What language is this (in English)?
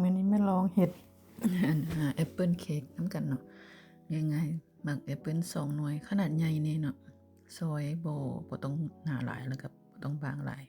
Lao